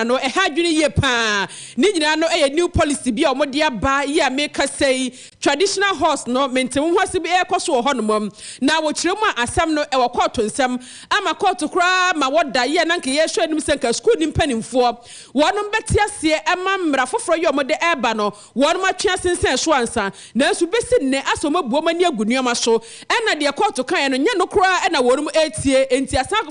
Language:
Akan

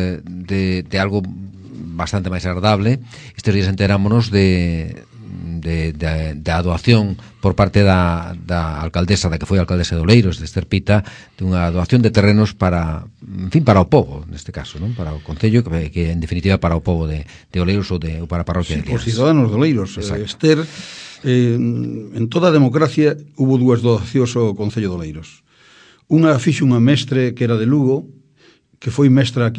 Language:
Galician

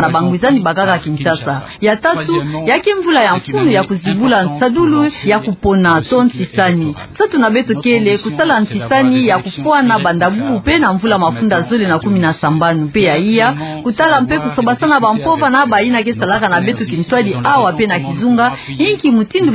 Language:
Kituba (Democratic Republic of Congo)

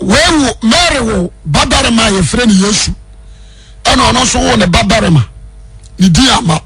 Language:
Akan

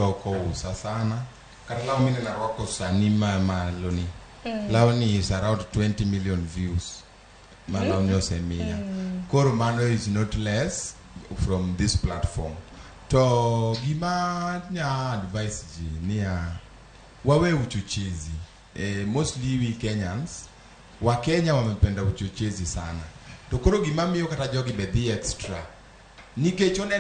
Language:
Luo (Kenya and Tanzania)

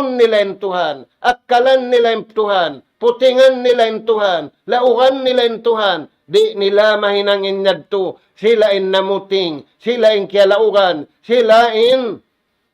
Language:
Tausug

